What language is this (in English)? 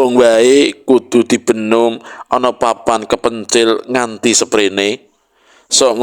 Javanese